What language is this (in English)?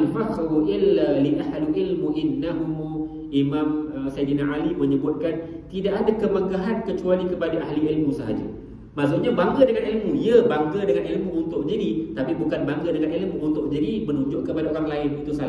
Malay